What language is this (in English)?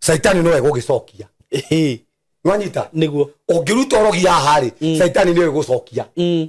Kikuyu